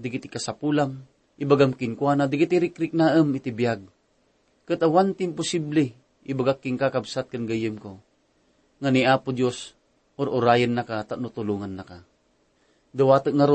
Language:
Iloko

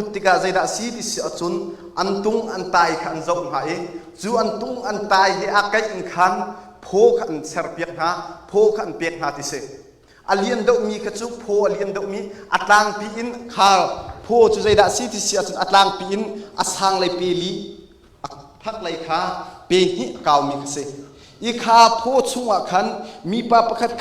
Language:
Hakha Chin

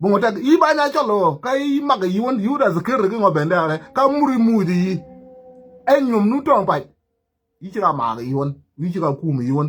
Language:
Nuer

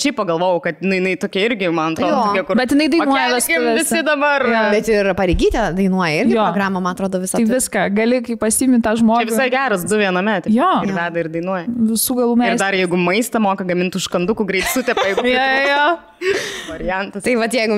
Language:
Lithuanian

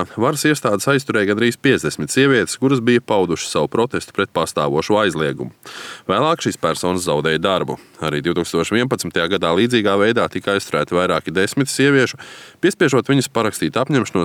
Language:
Latvian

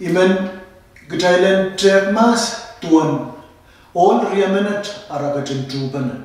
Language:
Pohnpeian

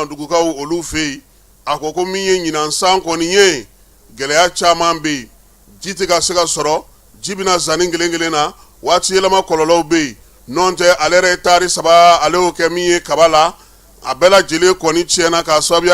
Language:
Bambara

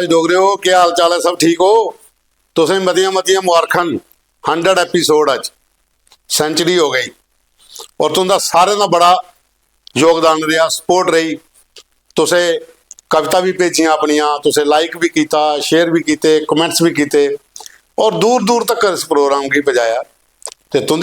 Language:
Dogri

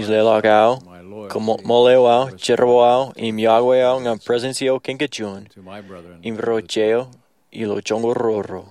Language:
Marshallese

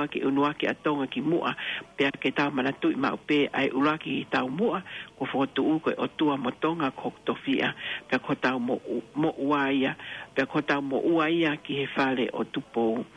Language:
Tongan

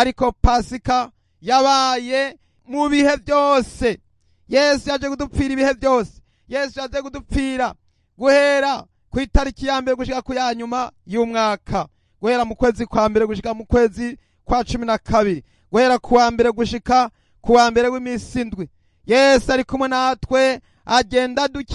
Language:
Rundi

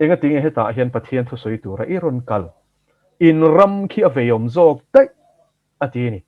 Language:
Mizo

